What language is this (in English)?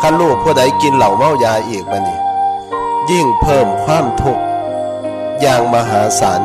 Northeastern Thai